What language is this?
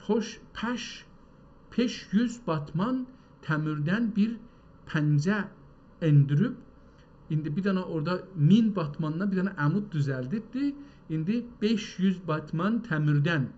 South Azerbaijani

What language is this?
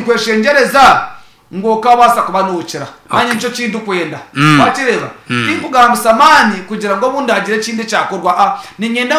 Nyankole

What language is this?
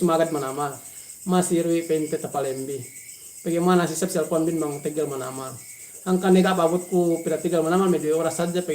Yakan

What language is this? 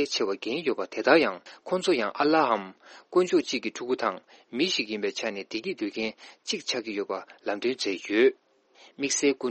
Tibetan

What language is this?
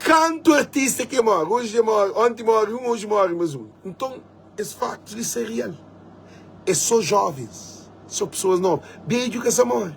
Kabuverdianu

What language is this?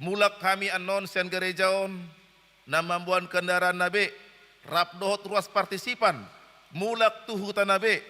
Batak Toba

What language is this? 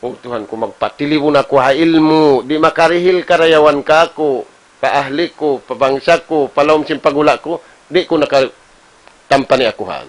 Tausug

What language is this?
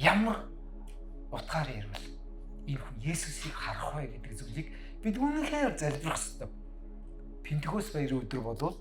Mongolian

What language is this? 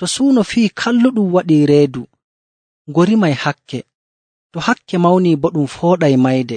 Nigerian Fulfulde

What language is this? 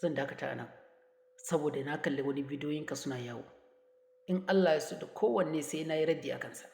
Hausa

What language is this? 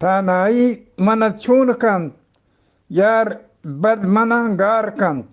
Eastern Balochi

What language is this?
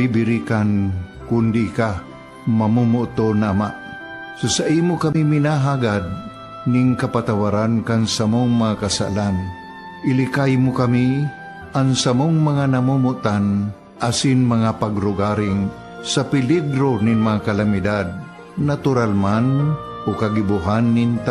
Bikol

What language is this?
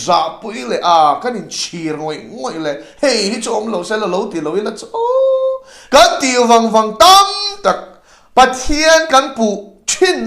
Mizo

